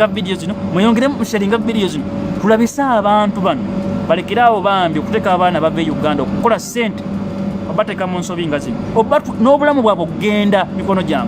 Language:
Ganda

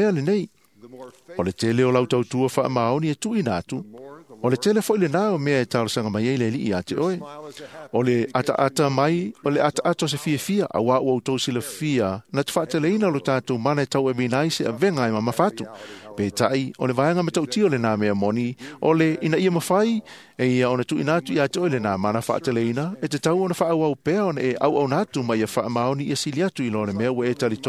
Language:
Samoan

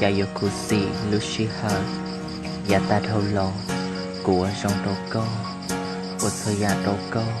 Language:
Hmong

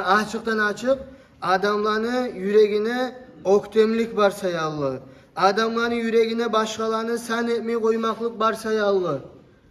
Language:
Kumyk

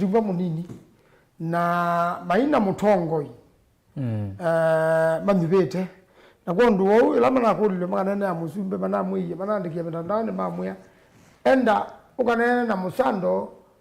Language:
Kamba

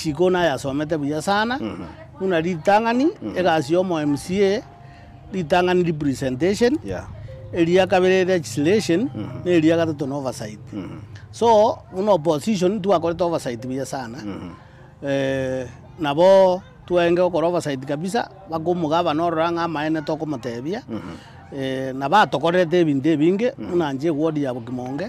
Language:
Gusii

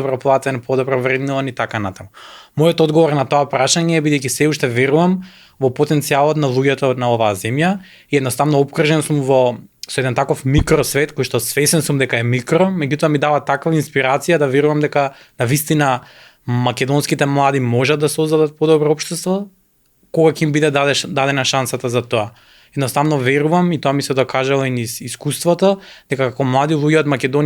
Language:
Macedonian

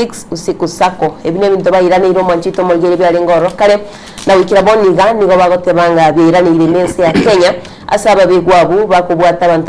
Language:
Gusii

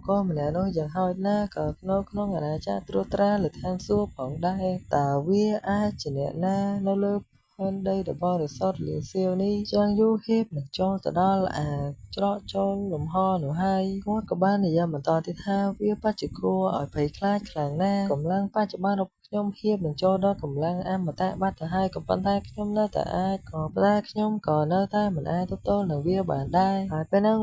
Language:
Khmer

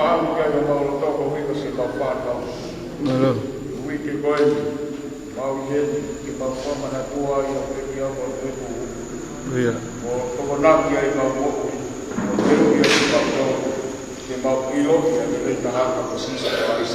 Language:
Tongan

